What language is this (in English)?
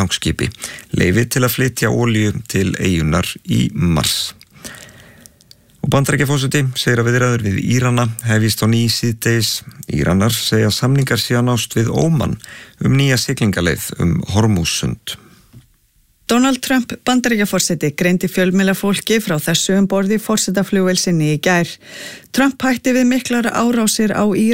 Icelandic